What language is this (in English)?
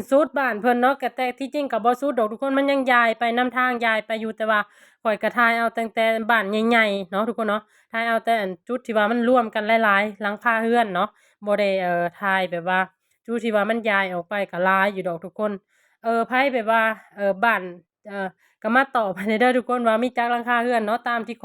Lao